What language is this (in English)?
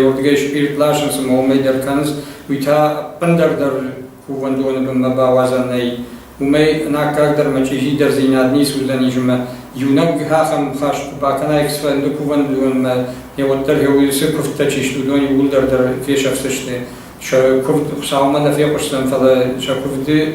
Ossetic